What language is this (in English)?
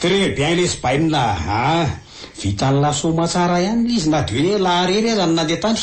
Malagasy